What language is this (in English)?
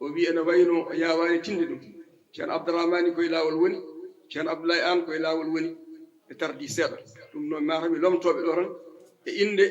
Fula